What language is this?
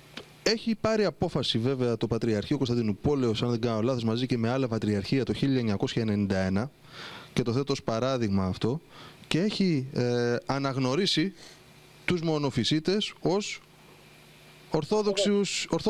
Greek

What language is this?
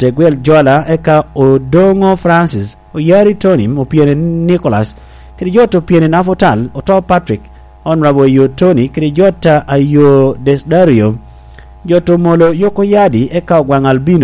Lango (Uganda)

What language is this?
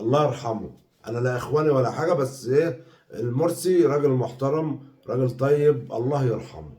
Egyptian Arabic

